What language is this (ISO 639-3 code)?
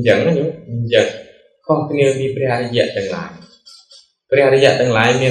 khm